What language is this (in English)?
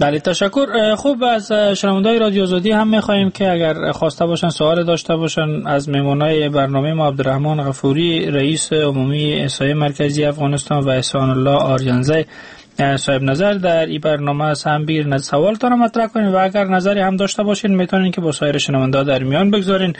Persian